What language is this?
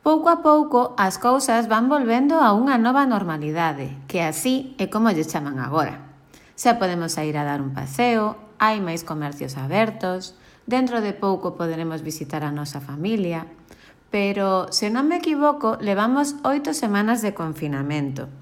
Galician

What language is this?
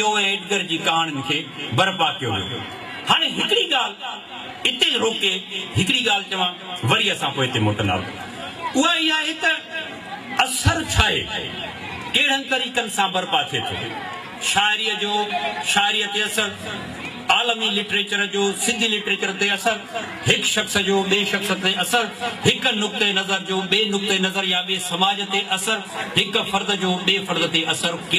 Sindhi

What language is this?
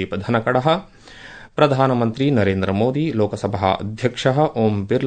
Sanskrit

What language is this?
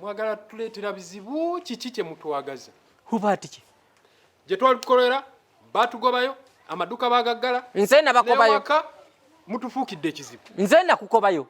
Ganda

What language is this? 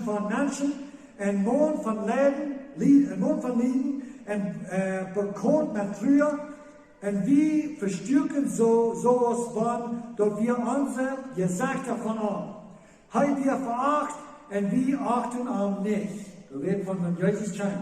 Plautdietsch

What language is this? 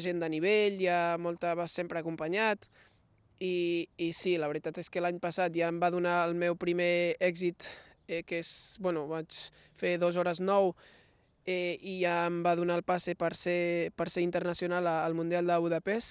Catalan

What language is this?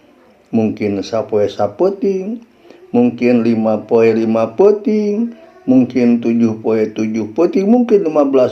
Sundanese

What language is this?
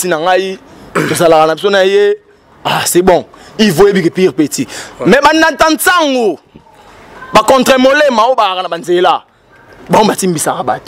Lingala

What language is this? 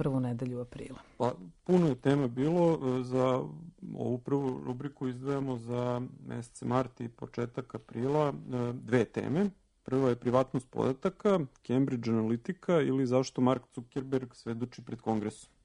Serbian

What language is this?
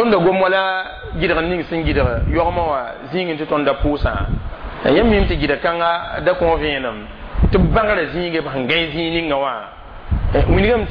Mossi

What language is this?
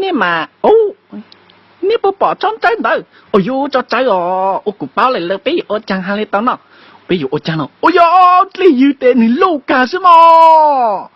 Hmong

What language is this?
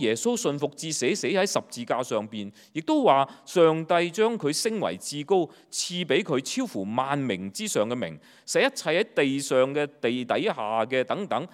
Cantonese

